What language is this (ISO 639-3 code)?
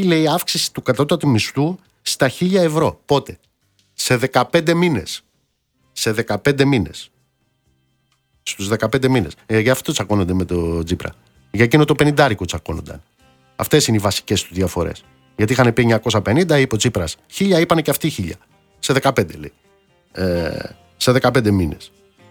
ell